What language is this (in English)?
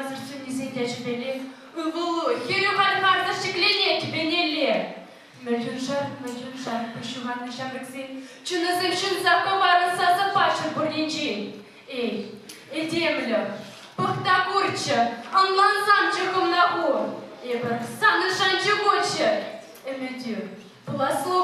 Chuvash